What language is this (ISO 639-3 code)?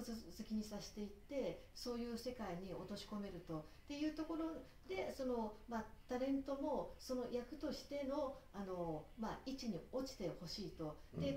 jpn